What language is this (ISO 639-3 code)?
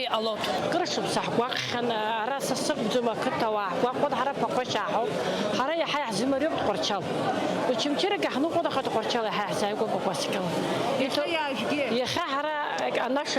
abk